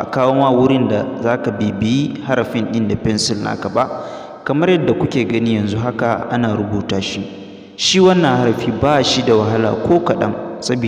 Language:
Hausa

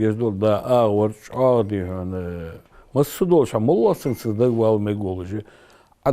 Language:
Ingush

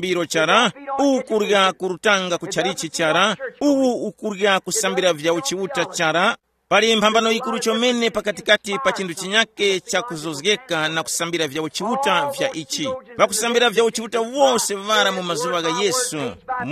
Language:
Tumbuka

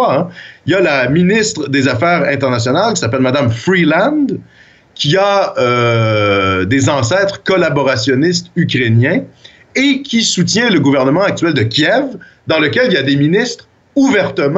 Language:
French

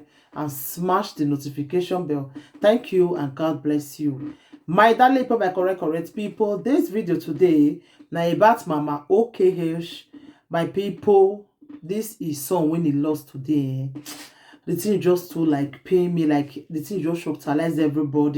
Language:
Nigerian Pidgin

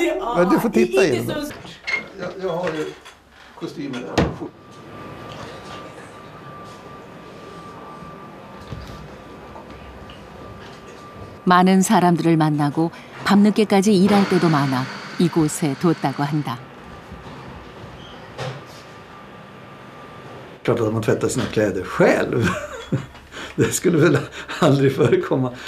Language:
Swedish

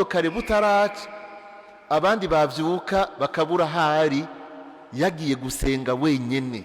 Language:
Rundi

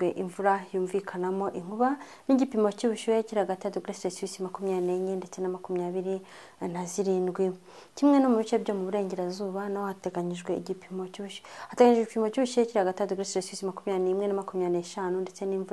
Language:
Kinyarwanda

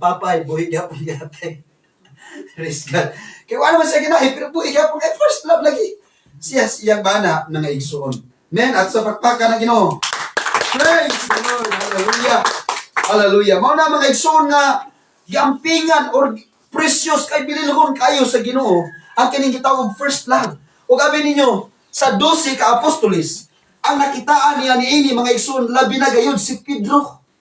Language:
Cebuano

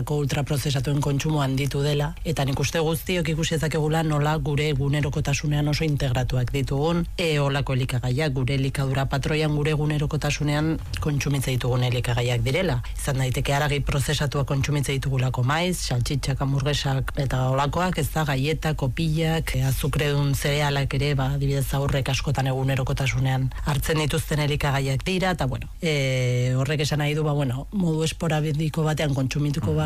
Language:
Basque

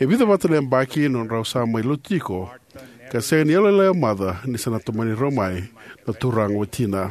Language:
Fijian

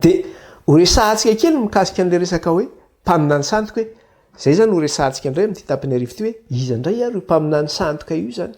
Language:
Malagasy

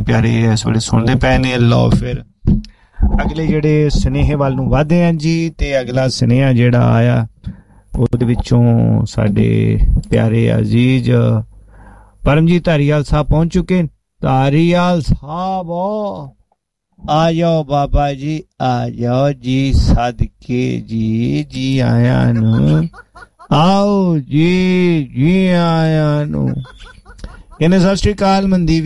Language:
Punjabi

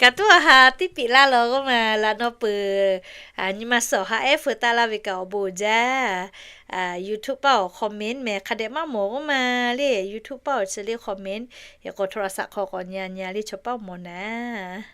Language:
Lahu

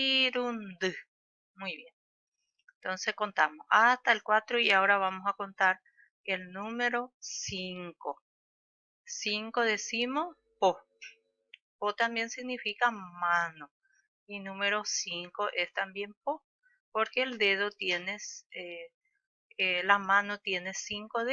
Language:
Guarani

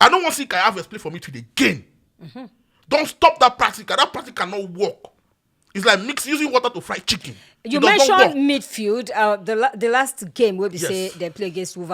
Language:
Nigerian Pidgin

